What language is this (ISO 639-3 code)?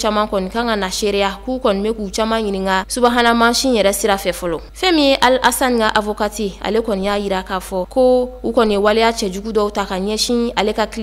bam